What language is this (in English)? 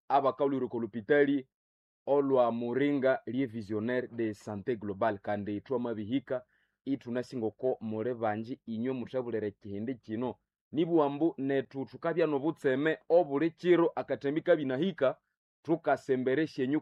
Nande